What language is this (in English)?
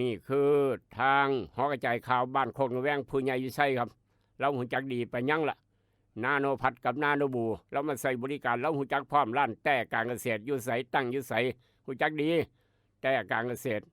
Northeastern Thai